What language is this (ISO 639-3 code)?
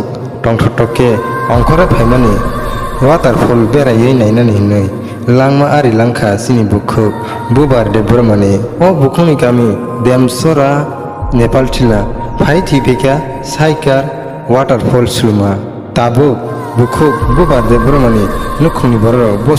trp